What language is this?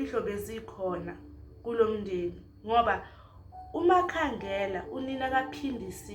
Zulu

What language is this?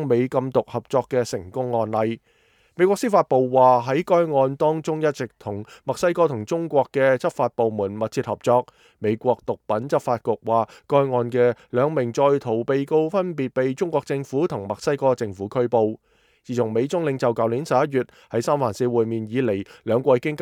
Cantonese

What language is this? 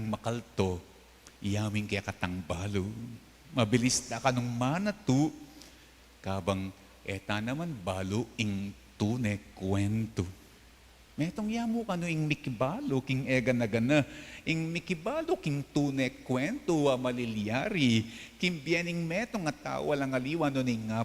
Pampanga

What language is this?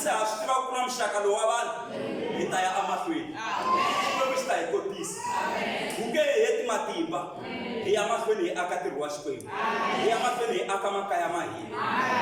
Tsonga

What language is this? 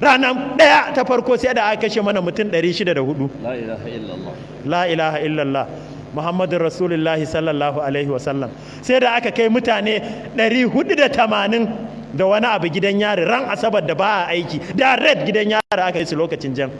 Hausa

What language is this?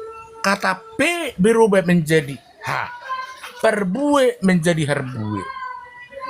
Batak Toba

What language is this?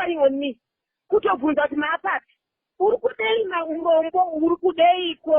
Shona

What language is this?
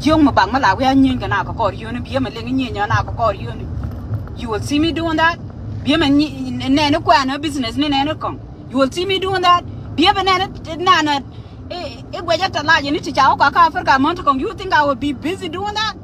Nuer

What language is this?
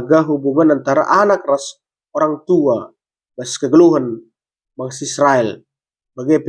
Batak Karo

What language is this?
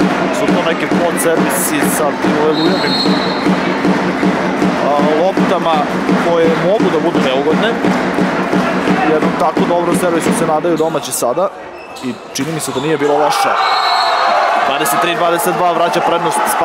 Serbian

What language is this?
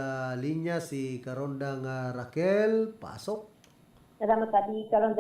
Bikol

